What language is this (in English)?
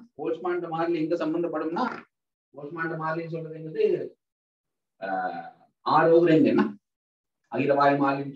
Tamil